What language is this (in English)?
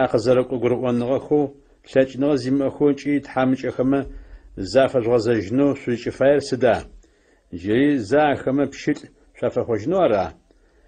Adyghe